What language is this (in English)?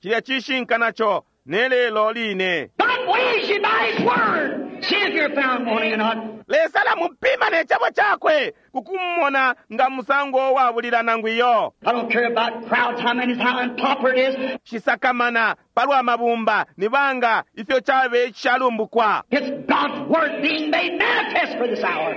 Bemba